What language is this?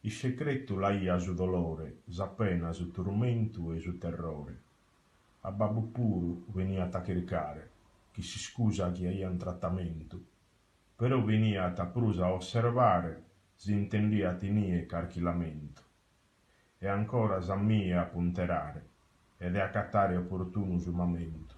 Sardinian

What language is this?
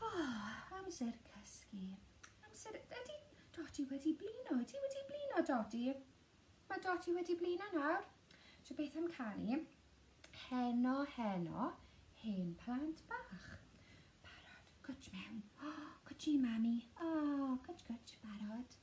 Welsh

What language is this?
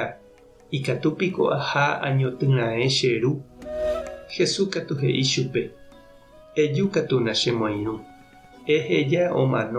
Guarani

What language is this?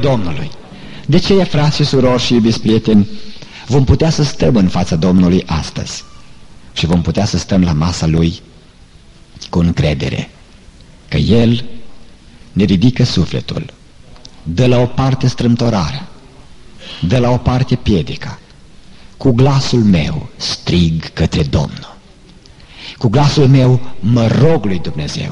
Romanian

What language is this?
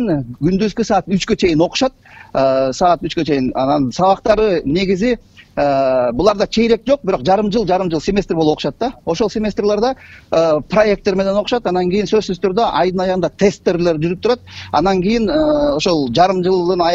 Kyrgyz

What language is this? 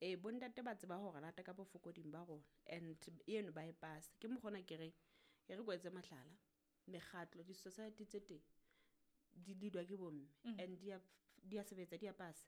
Southern Sotho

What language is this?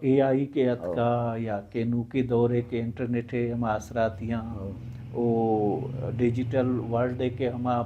Baluchi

